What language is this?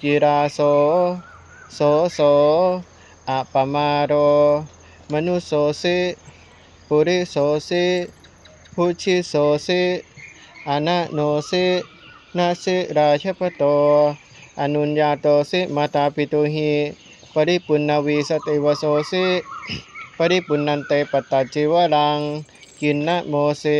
Pali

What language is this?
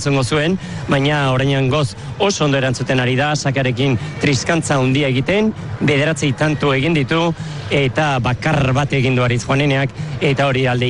Basque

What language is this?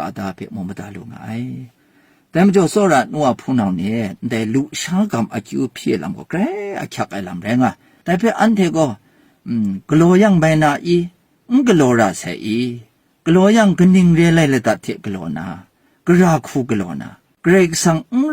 Kachin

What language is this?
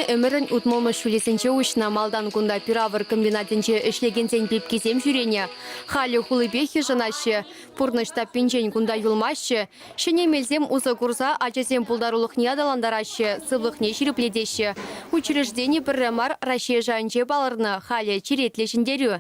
Chuvash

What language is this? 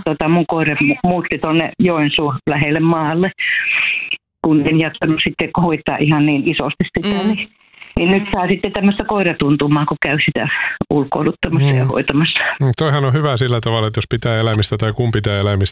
Finnish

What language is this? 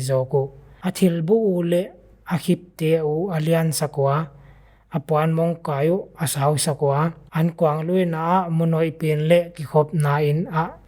Paite Chin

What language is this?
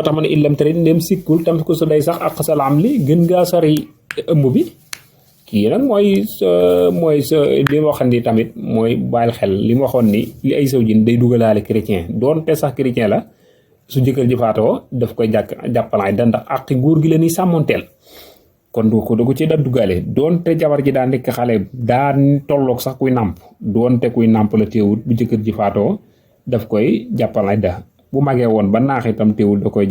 Wolof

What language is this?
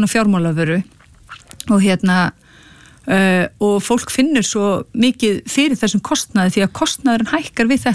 Icelandic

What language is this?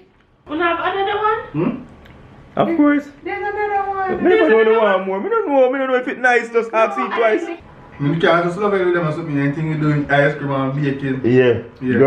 Jamaican Creole English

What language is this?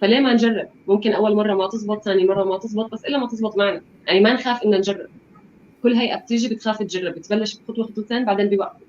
North Levantine Arabic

